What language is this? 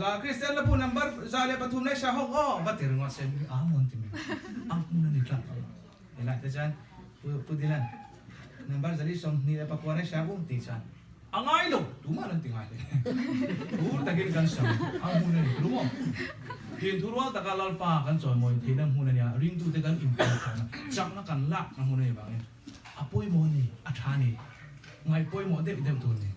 Mizo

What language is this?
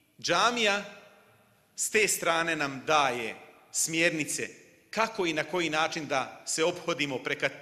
Bosnian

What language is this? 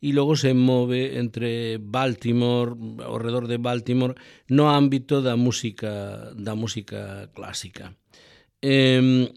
Galician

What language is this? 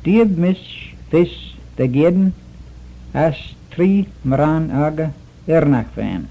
Manx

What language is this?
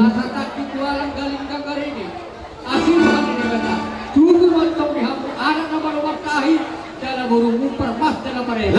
Batak Toba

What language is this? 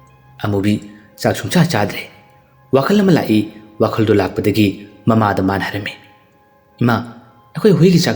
Manipuri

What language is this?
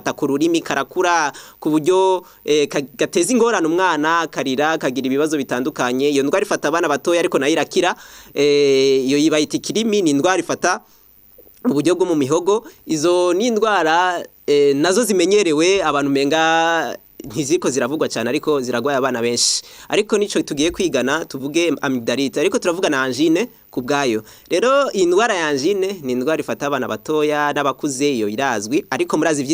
Rundi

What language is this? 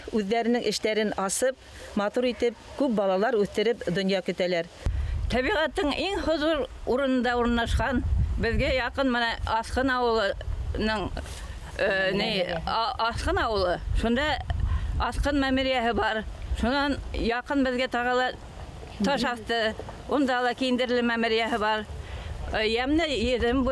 Bashkir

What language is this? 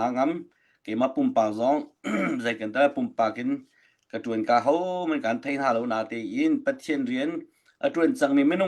Hakha Chin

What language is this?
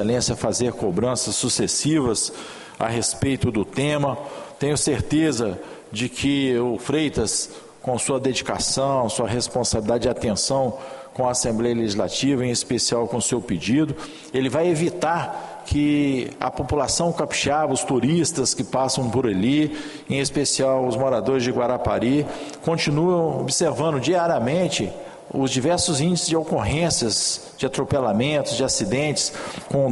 Portuguese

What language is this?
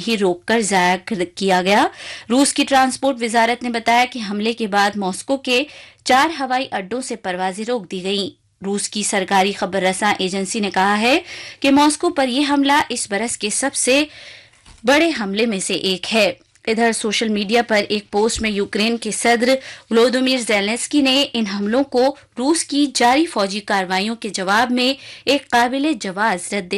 Urdu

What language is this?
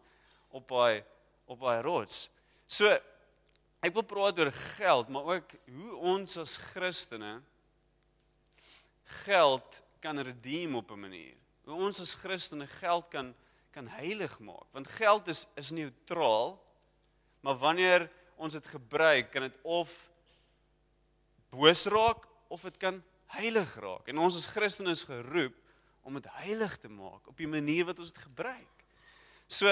Afrikaans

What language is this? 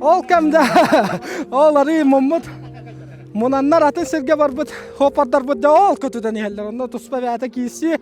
Yakut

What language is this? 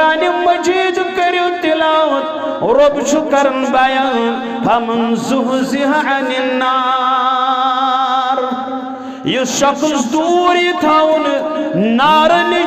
Kashmiri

